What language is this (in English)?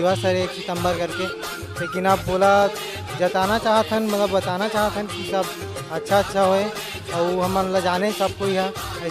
Chhattisgarhi